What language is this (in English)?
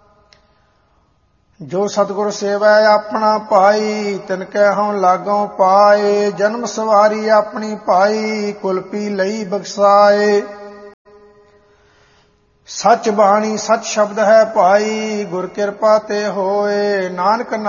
Punjabi